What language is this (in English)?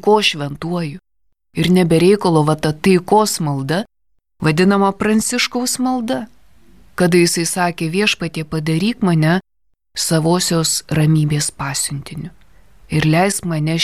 Lithuanian